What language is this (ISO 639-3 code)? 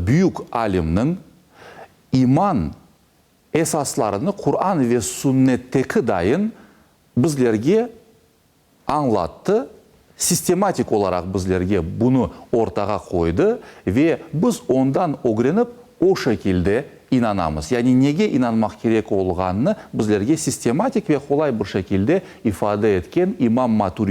crh